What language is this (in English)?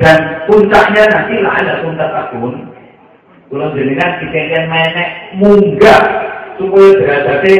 Javanese